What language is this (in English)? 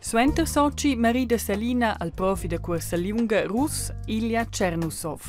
Romansh